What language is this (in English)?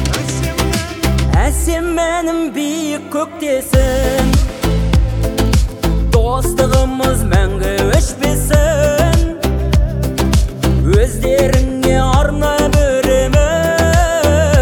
Kazakh